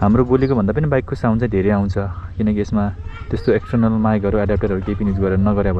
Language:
Nepali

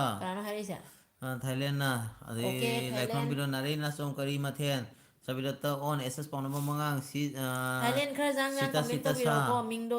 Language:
Manipuri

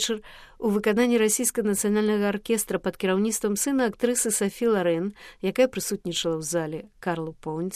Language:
Belarusian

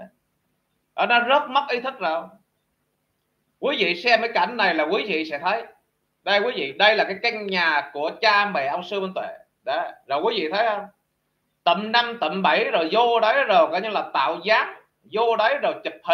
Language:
Vietnamese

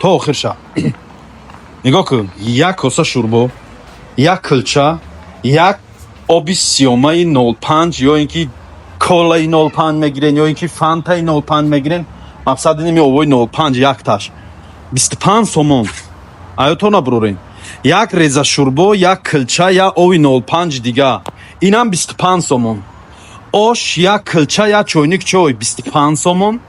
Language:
Tajik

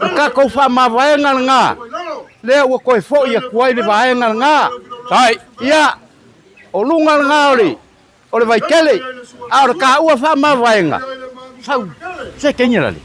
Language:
Samoan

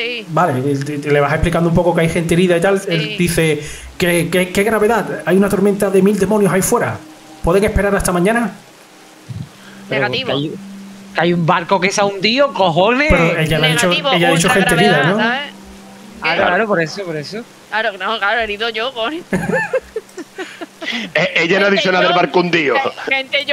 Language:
Spanish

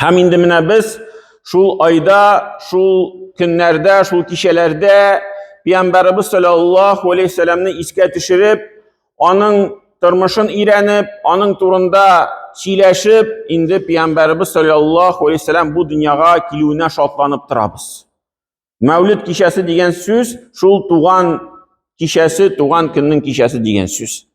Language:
Tatar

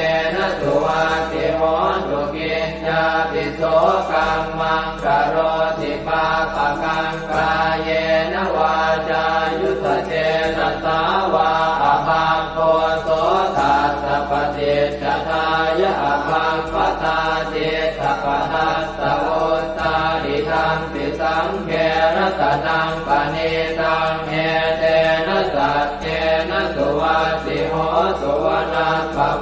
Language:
Pali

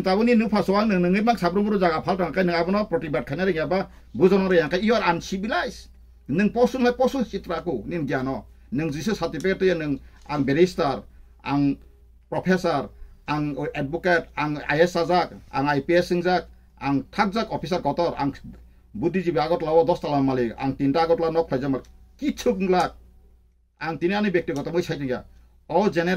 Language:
Kok Borok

